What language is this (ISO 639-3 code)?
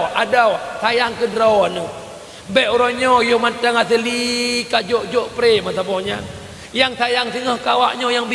ace